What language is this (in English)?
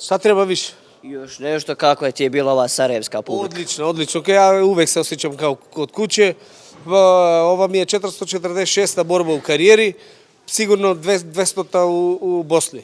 Bosnian